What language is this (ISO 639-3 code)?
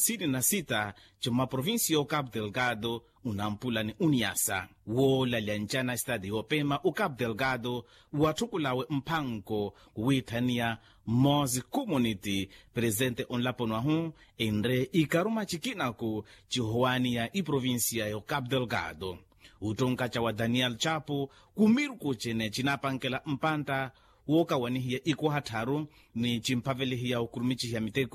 vmw